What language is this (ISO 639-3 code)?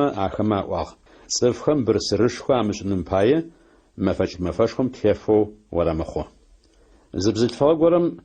ady